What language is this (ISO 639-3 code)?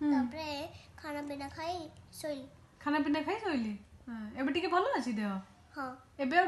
ori